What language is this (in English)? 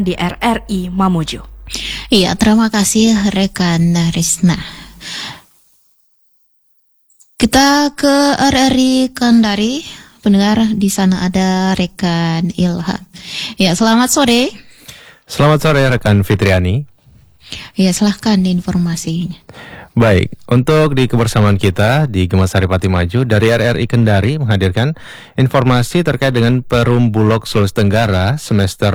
Indonesian